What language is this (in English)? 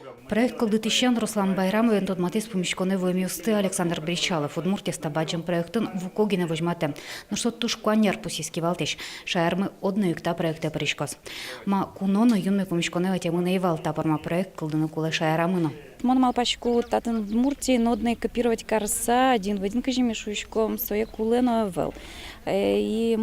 Udmurt